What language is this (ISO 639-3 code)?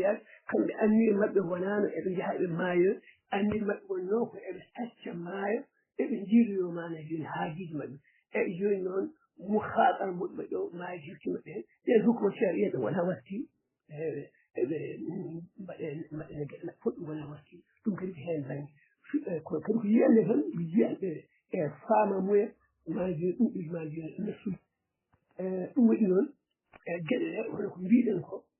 ful